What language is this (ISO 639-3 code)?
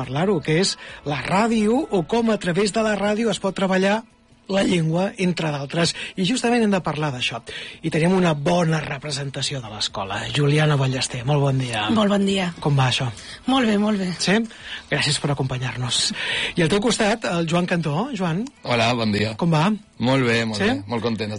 cat